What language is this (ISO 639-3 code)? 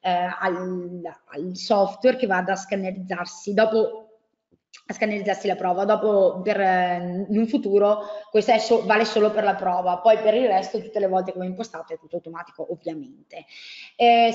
ita